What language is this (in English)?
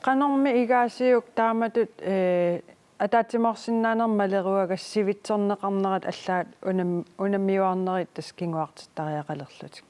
Kalaallisut